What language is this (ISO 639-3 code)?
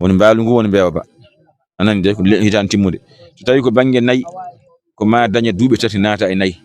ful